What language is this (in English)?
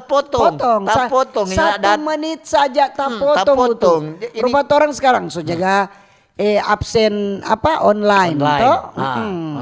Manado Malay